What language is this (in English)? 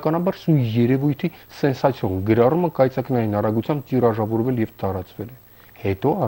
Armenian